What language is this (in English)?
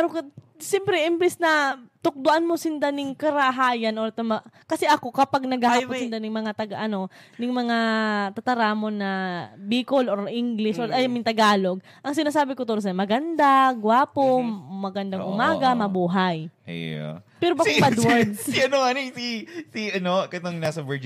Bikol